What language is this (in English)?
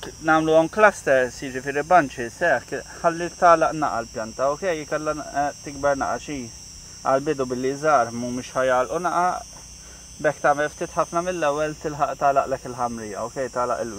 Maltese